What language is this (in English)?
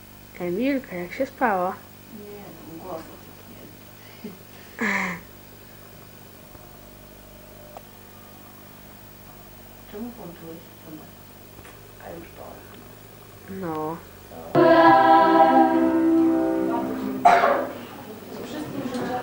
Polish